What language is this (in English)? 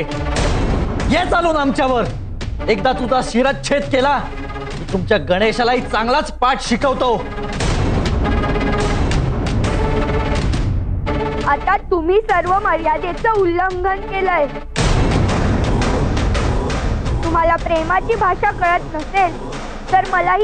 Marathi